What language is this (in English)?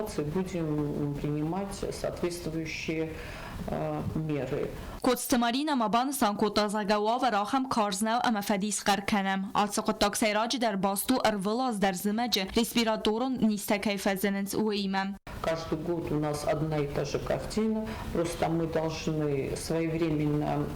Ossetic